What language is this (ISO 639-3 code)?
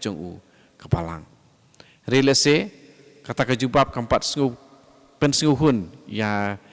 kha